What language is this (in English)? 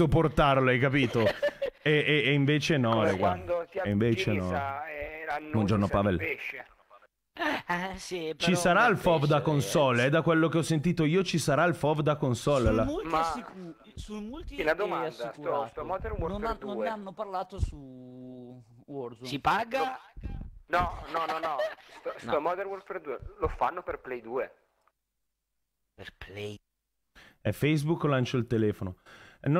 Italian